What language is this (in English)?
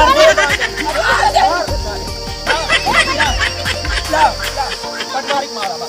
Hindi